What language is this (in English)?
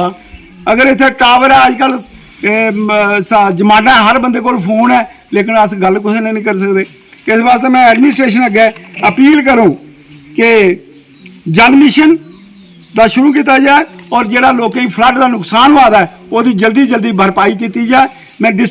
Dogri